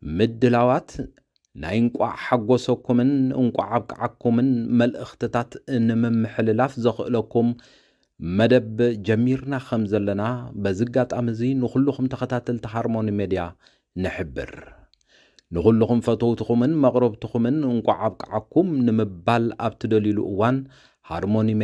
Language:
Tigrinya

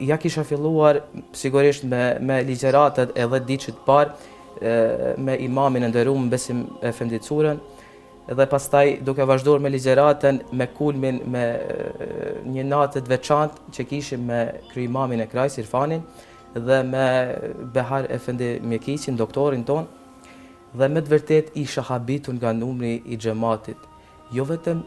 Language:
Albanian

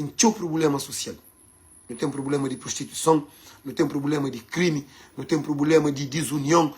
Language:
Kabuverdianu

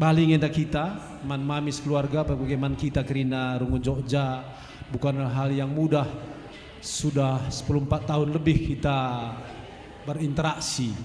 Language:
Batak Karo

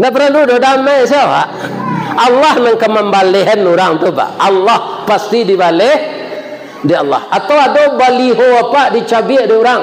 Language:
Minangkabau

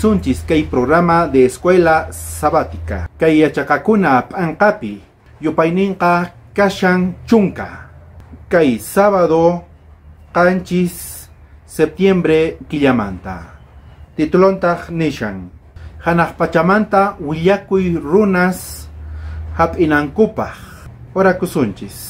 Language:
South Bolivian Quechua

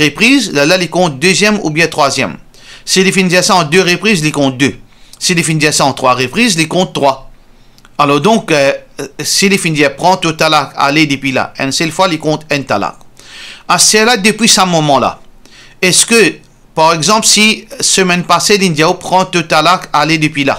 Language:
Morisyen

